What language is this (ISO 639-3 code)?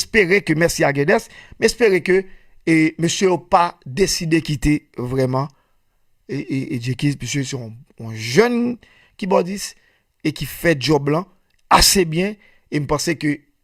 hat